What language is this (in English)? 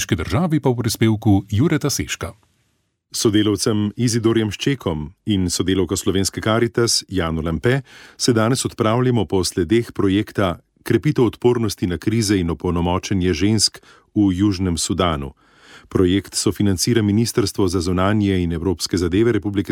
Slovenian